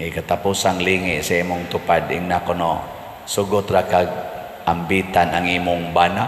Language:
Cebuano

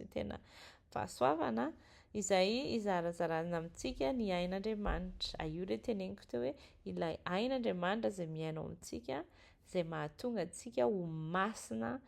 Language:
Malagasy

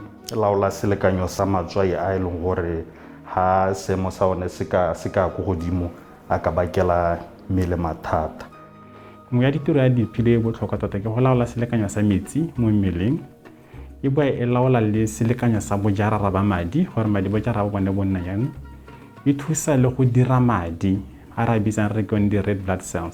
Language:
Tswana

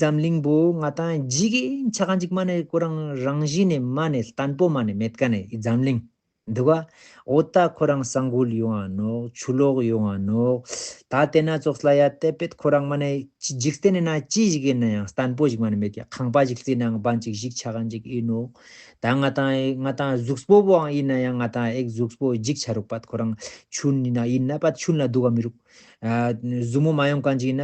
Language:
Ladakhi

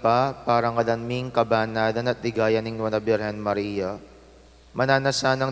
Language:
Pampanga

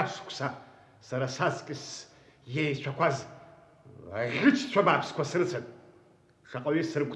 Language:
Abkhazian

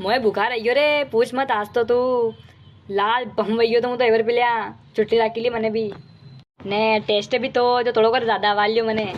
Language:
Rajasthani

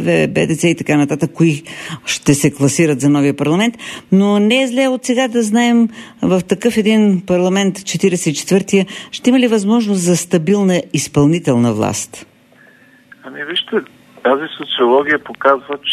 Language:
Bulgarian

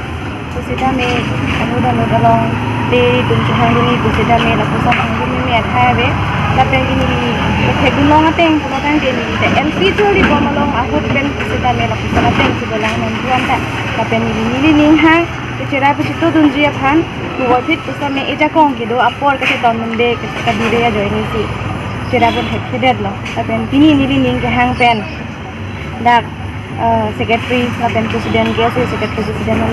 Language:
Karbi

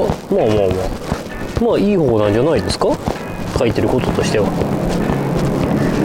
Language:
Japanese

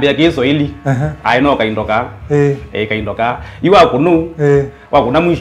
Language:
Kamba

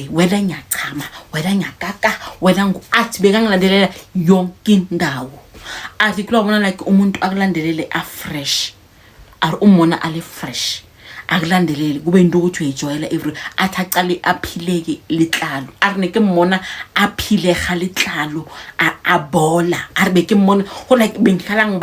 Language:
Zulu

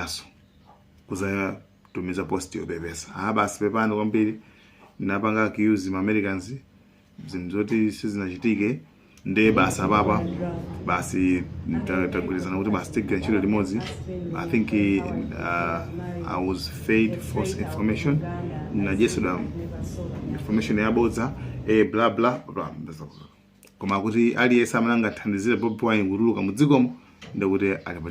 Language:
Nyanja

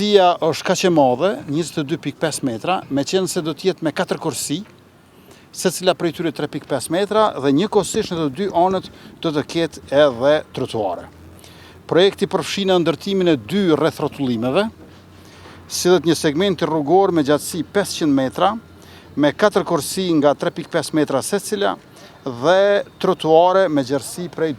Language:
Albanian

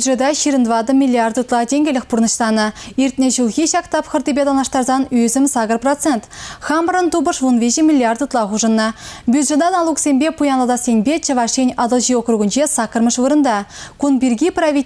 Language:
Chuvash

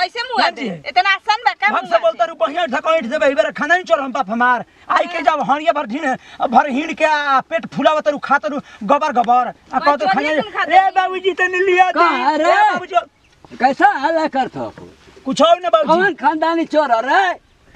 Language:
Bhojpuri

